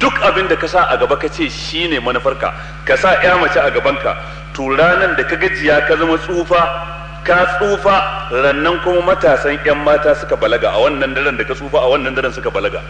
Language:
Hausa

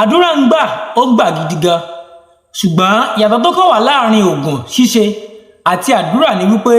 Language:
Yoruba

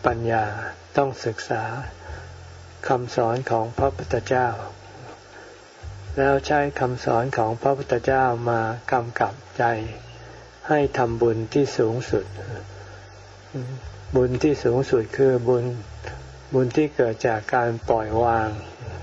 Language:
Thai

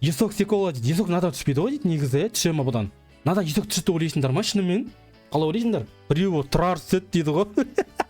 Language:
Kazakh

